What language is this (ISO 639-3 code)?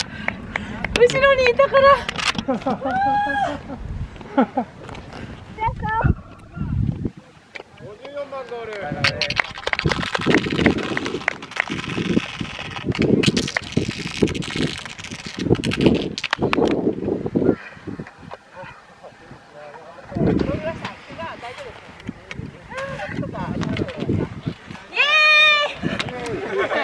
jpn